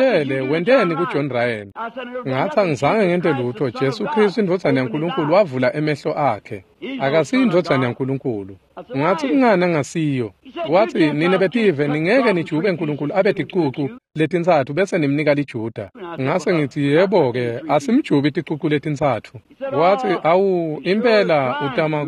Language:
Swati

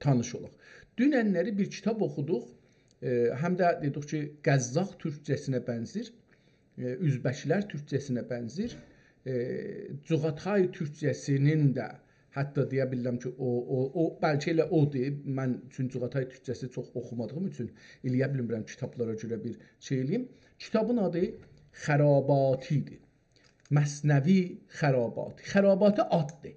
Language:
South Azerbaijani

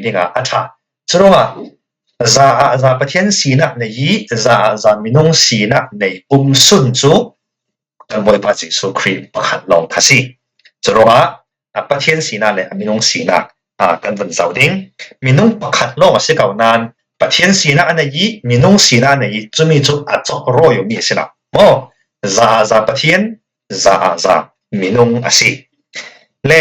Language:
Falam Chin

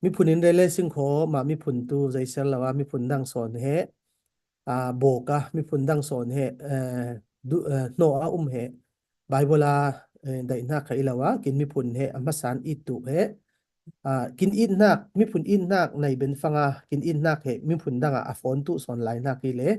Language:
Falam Chin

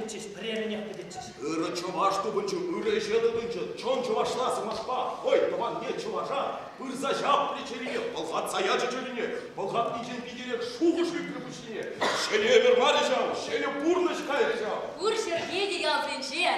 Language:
Chuvash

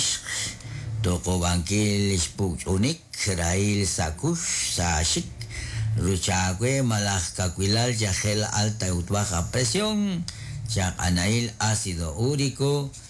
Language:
Kekchí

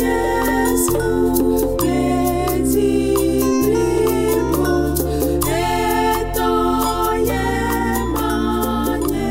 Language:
Ewe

